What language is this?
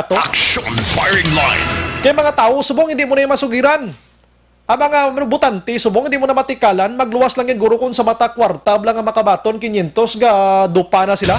Hiligaynon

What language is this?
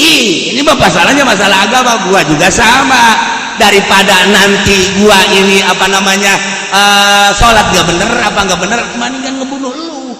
Sundanese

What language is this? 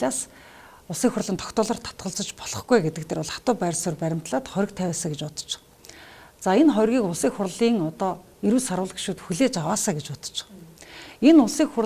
Mongolian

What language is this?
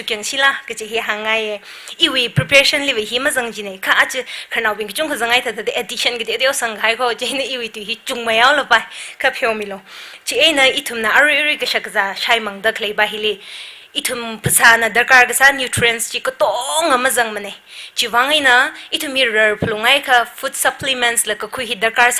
Tangkhul Naga (India)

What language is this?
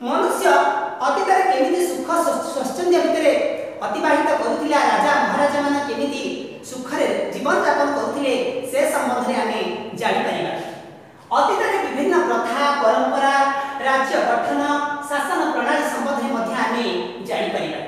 Odia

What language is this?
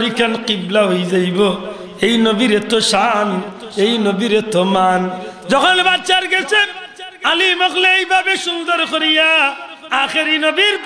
Sylheti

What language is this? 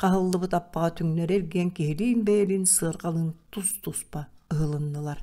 Yakut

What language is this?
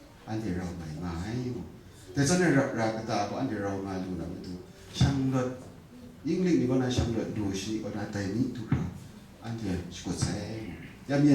Kachin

